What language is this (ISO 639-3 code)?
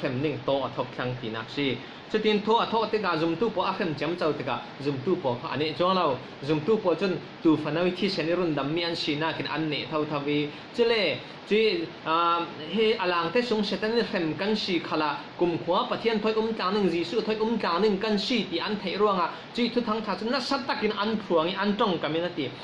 cfm